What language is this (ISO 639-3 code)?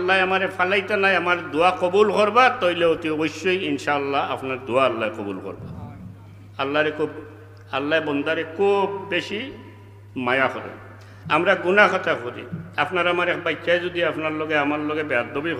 syl